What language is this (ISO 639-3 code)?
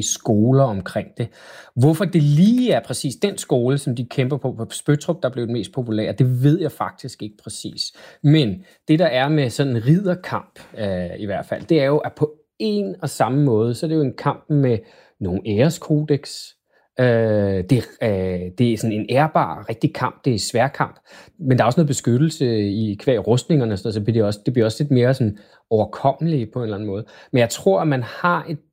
dan